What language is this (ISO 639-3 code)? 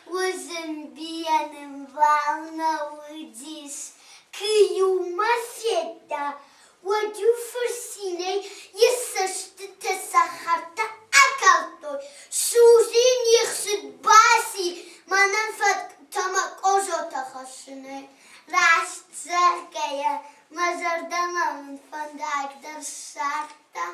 oss